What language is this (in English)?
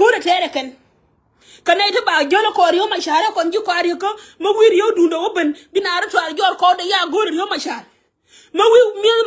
Nuer